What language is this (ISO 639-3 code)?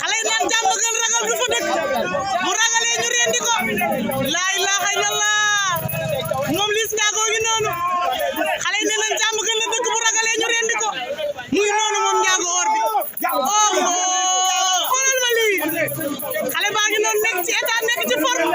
wol